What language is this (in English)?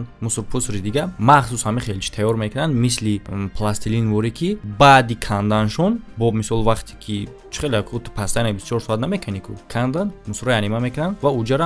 Tajik